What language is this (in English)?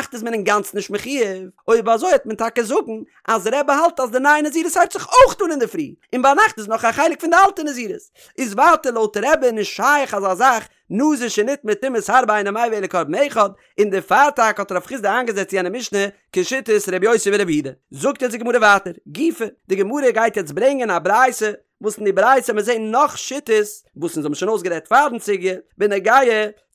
Yiddish